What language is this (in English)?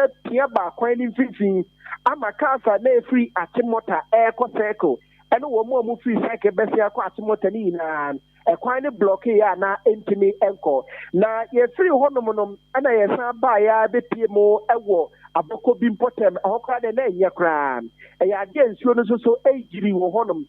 Akan